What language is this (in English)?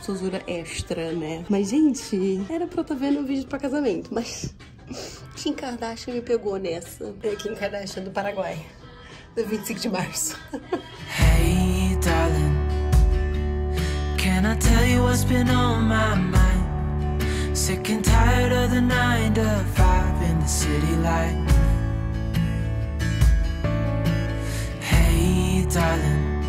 Portuguese